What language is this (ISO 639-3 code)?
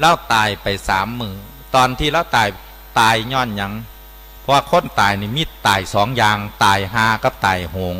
tts